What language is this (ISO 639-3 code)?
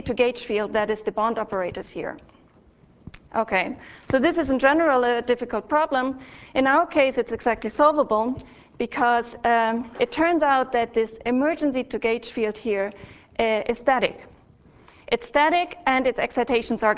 eng